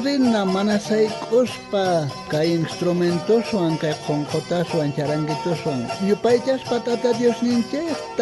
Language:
South Bolivian Quechua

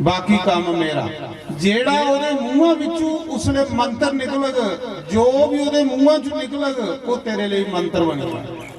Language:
Dogri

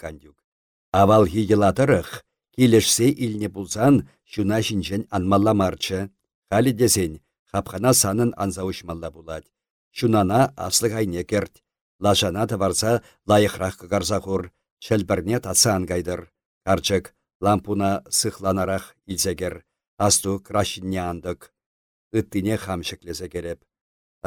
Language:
Chuvash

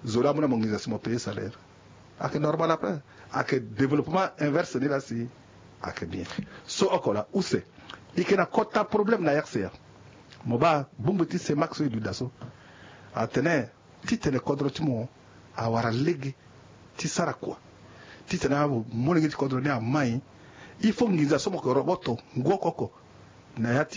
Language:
Sango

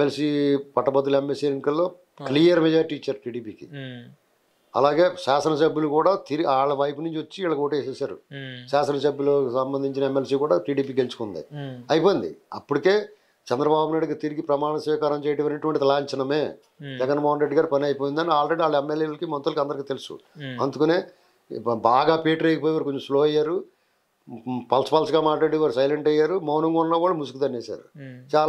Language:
Telugu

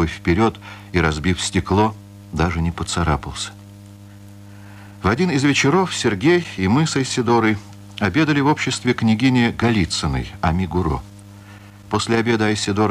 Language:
Russian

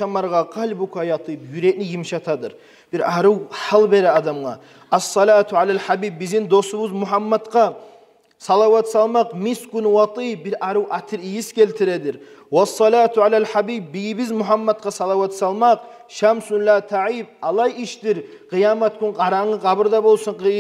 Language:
Kumyk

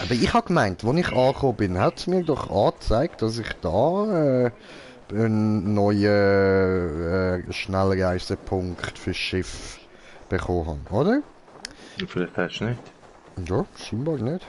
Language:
Swiss German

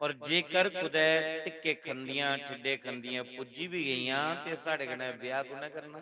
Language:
Dogri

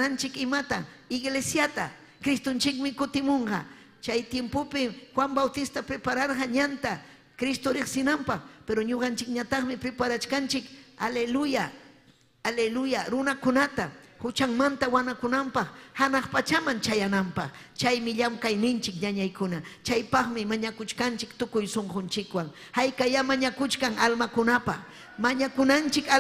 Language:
Ayacucho Quechua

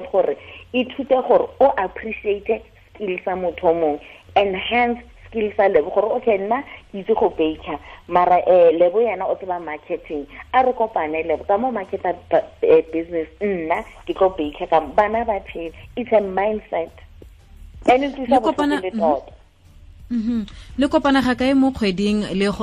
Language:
Tswana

